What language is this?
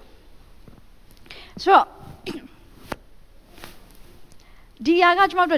Burmese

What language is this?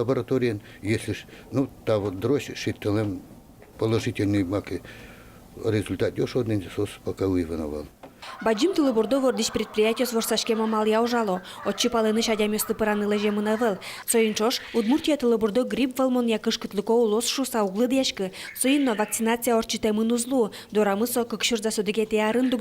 Udmurt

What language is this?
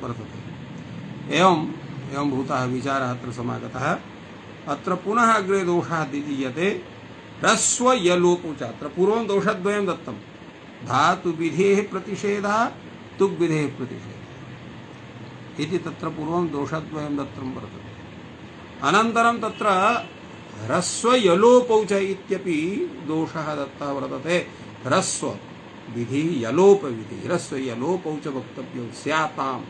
Sanskrit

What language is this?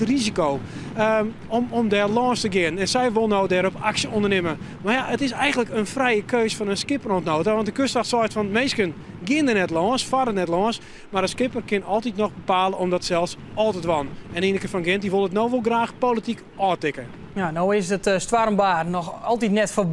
Western Frisian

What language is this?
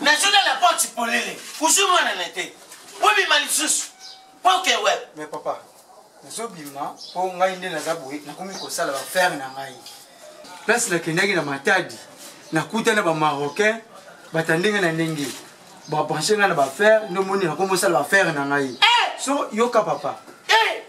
Lingala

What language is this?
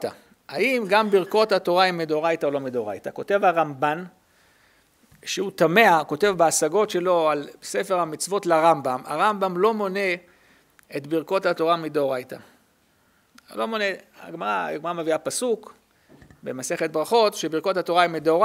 Hebrew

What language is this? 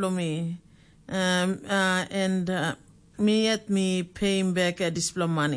Tok Pisin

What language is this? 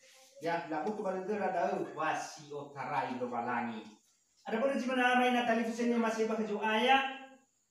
Nias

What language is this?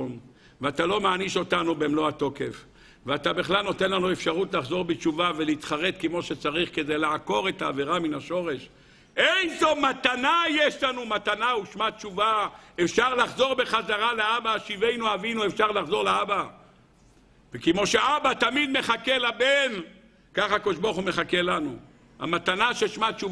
Hebrew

